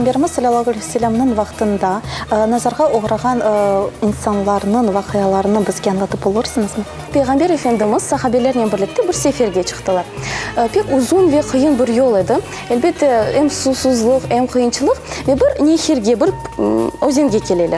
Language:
Crimean Tatar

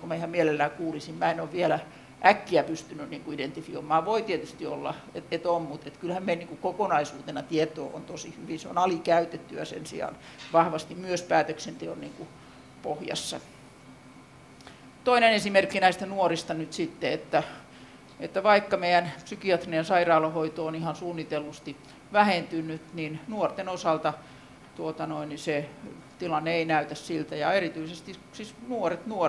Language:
Finnish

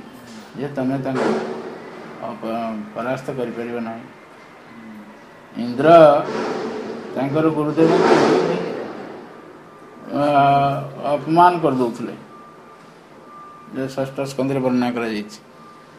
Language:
Odia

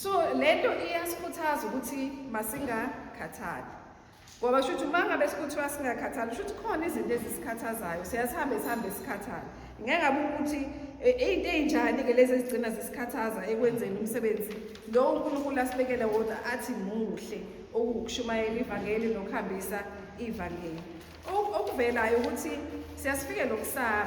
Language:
Zulu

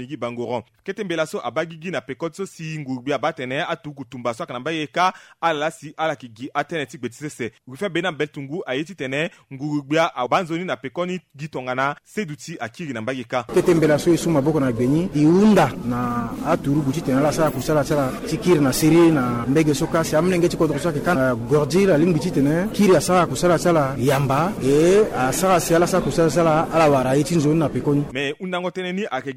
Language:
Sango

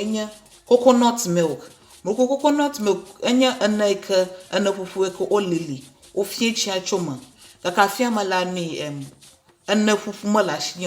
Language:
Ewe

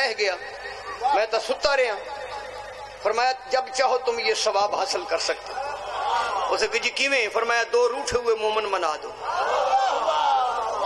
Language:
Urdu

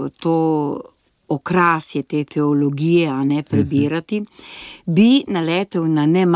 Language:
Slovenian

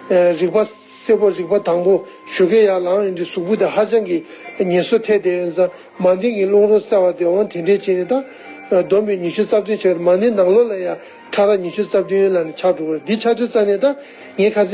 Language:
Tibetan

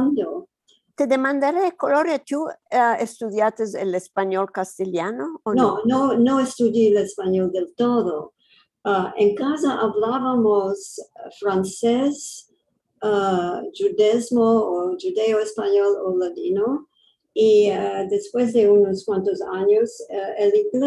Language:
Ladino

